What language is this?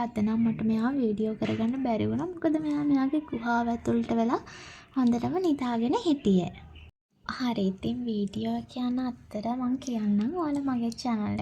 Sinhala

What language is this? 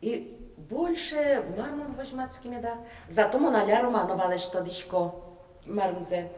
Udmurt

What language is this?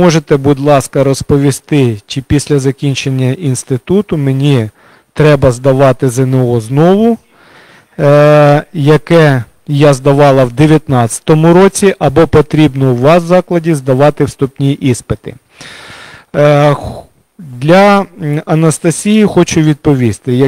Ukrainian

